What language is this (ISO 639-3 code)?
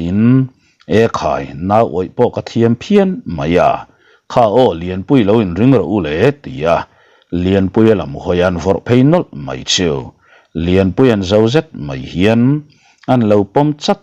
lus